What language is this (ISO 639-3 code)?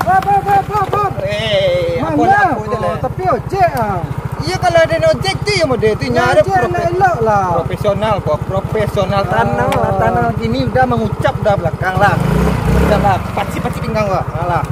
min